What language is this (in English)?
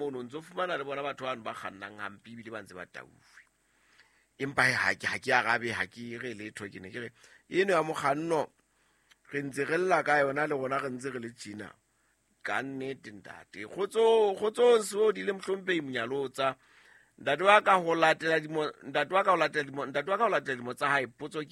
Southern Sotho